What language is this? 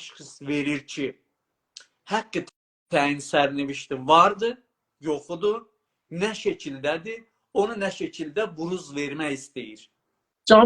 South Azerbaijani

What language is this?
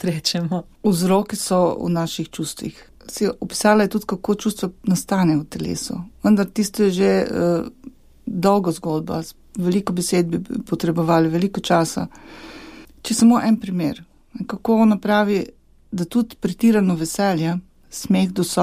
Slovenian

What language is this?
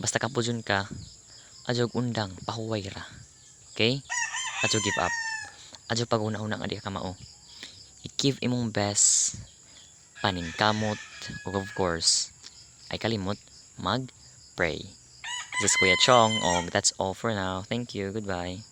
Cebuano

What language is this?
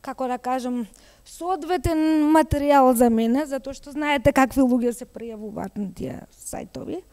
Macedonian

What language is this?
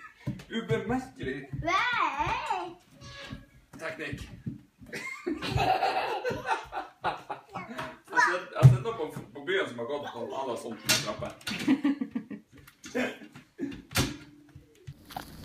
Norwegian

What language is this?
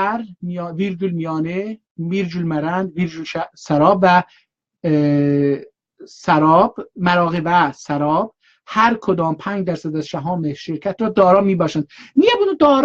South Azerbaijani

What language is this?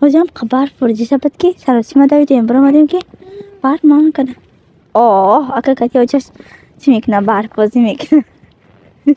Tajik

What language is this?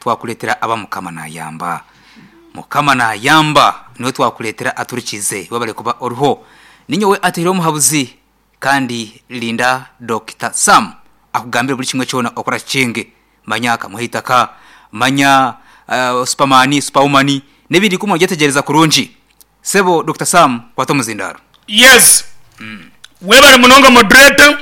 Nyankole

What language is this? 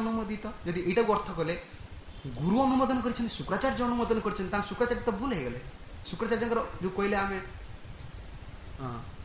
Odia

